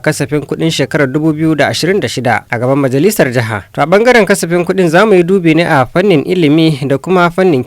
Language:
Hausa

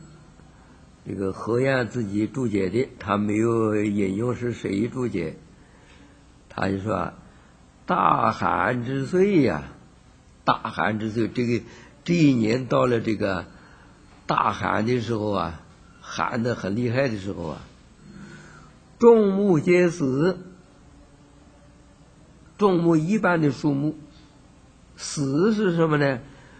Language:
Chinese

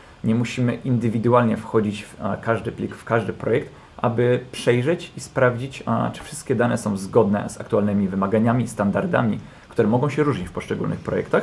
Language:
Polish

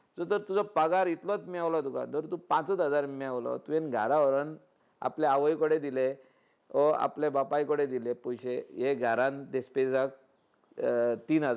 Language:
Konkani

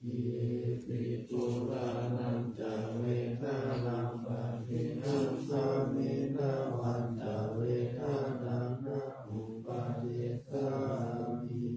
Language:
Pali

